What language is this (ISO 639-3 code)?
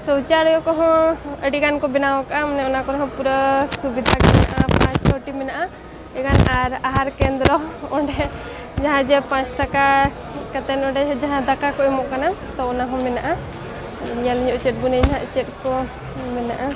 sat